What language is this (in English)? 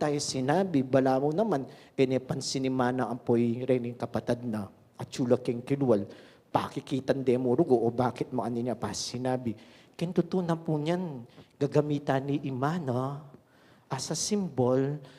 Pampanga